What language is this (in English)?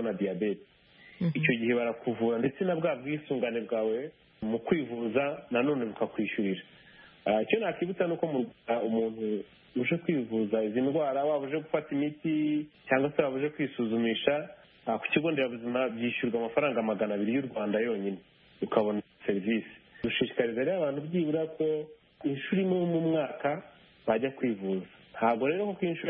Kinyarwanda